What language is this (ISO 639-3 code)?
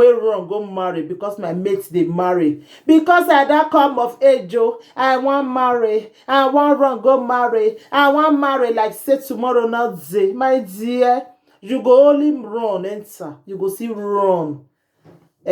pcm